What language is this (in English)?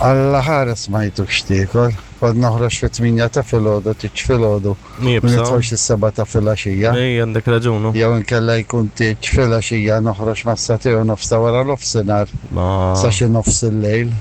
Maltese